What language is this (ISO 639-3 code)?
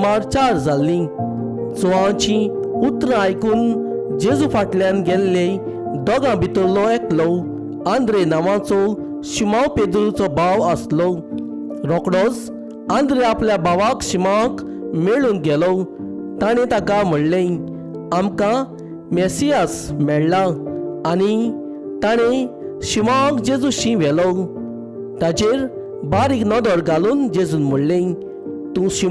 kok